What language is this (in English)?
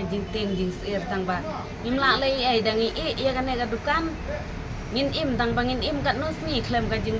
Khasi